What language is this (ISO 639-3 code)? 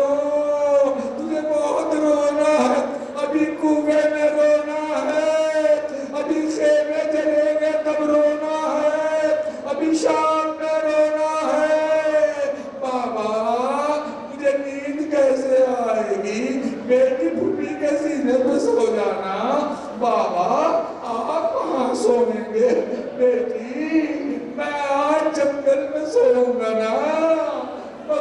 urd